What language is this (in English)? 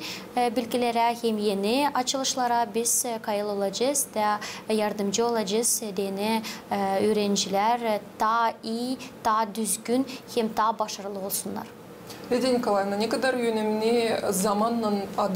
Gagauz